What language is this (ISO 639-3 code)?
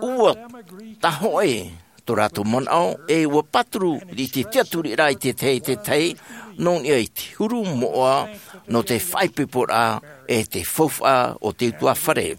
tah